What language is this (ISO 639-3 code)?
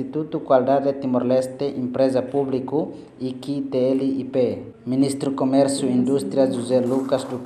tet